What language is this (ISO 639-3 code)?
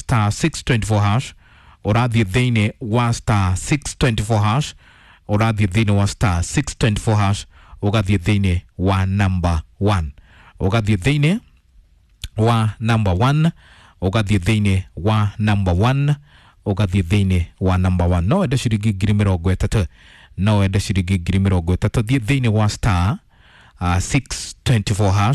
kik